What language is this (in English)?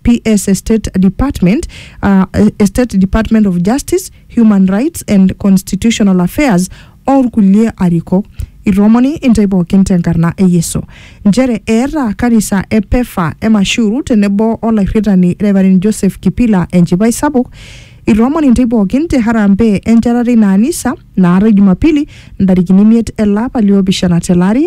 Masai